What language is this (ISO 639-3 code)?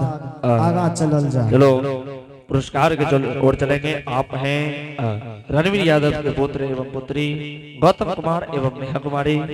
anp